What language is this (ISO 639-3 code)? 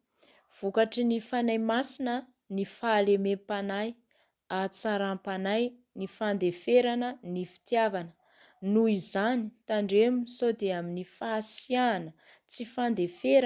mlg